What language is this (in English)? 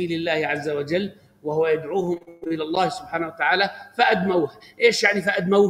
Arabic